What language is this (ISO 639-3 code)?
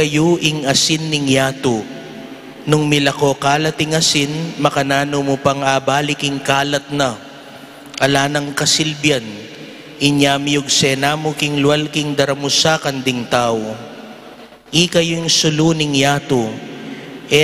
pam